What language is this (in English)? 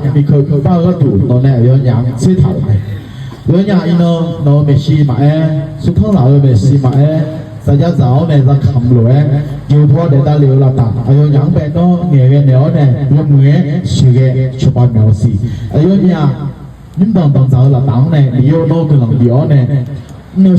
Akha